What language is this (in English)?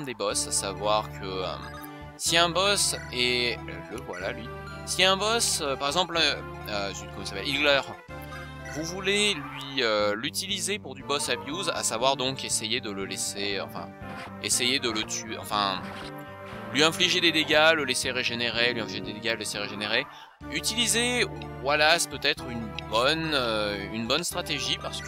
French